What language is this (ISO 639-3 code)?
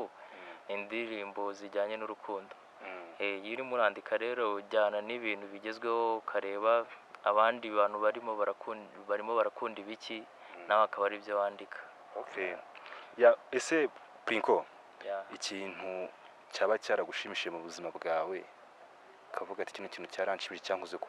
kin